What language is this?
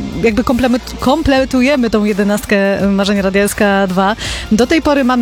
Polish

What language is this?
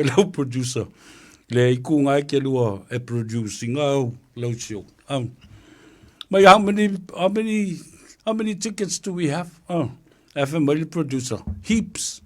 Samoan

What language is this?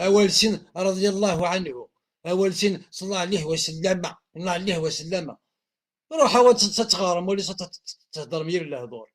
Kabyle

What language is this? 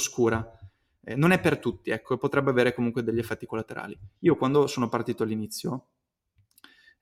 Italian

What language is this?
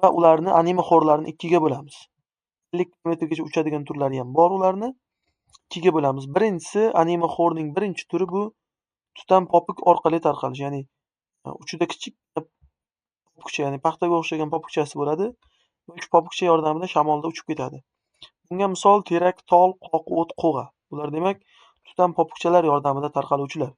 Uzbek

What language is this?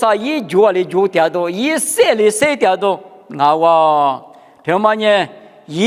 Lisu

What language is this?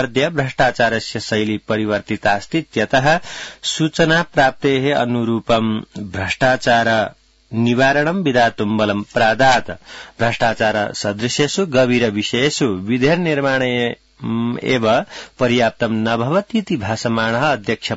Sanskrit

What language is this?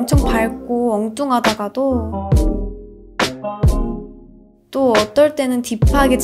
Korean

